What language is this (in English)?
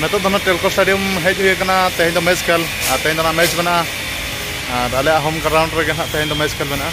Santali